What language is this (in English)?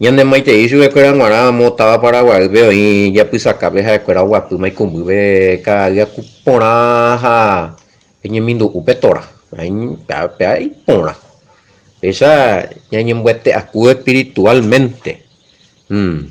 Guarani